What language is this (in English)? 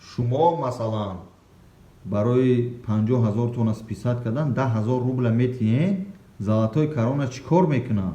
Tajik